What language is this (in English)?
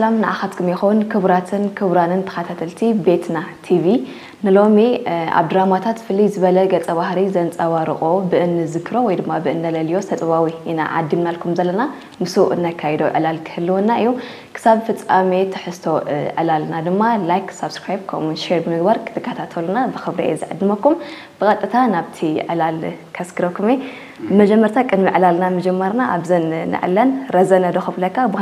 Tigrinya